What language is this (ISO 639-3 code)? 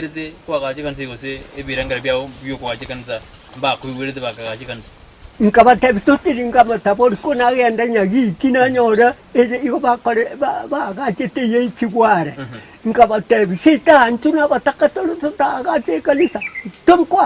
guz